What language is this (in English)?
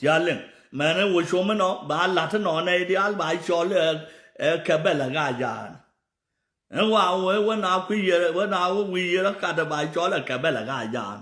Nuer